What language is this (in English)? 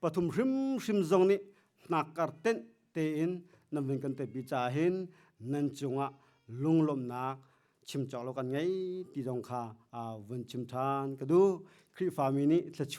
Hakha Chin